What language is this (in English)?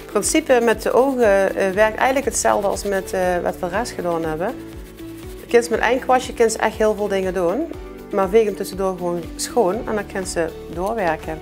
Limburgish